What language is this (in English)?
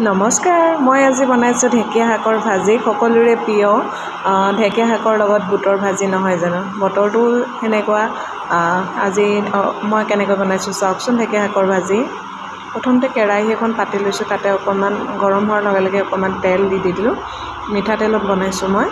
Assamese